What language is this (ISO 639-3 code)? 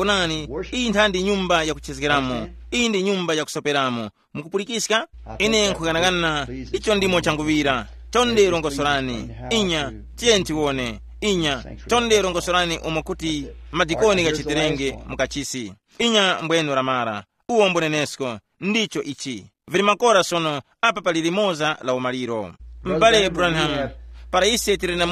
tum